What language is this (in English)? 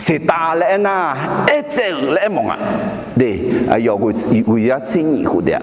Akha